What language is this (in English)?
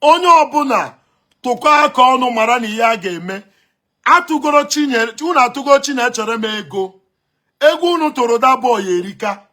Igbo